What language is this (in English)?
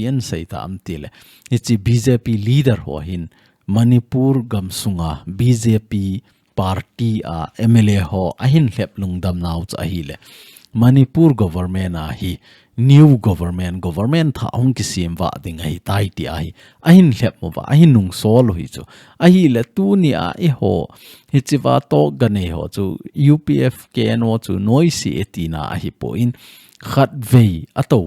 Thado Chin